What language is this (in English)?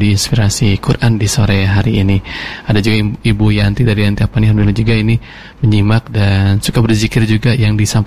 Indonesian